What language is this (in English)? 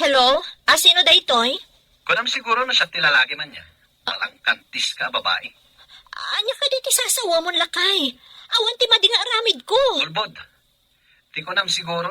Iloko